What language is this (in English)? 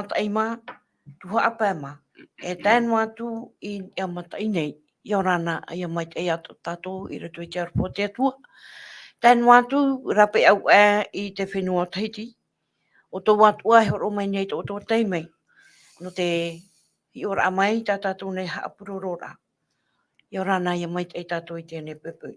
Tahitian